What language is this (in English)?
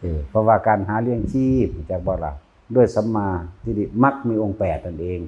Northeastern Thai